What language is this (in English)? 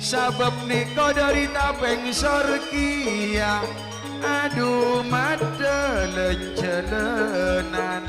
Madurese